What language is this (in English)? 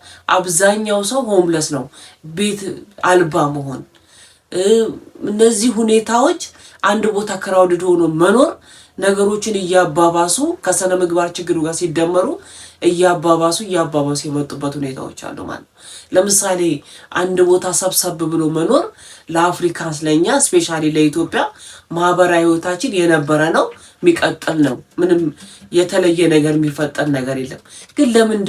Amharic